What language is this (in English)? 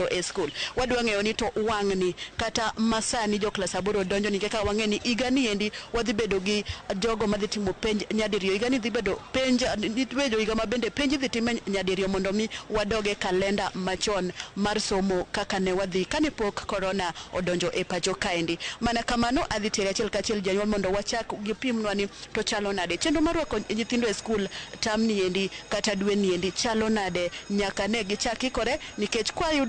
Luo (Kenya and Tanzania)